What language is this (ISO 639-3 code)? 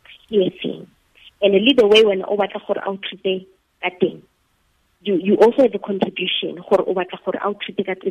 tsn